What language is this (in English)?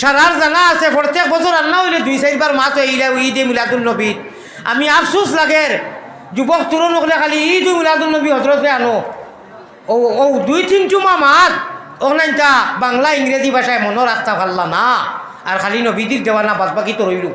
Sylheti